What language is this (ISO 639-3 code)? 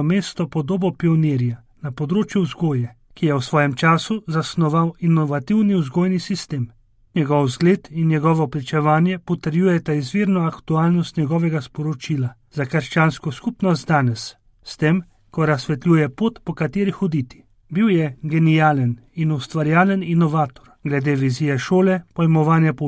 slv